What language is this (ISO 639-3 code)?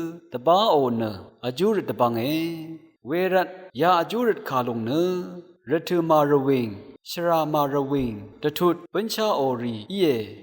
raw